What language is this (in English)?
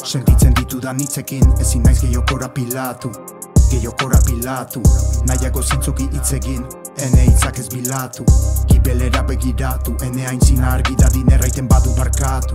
Basque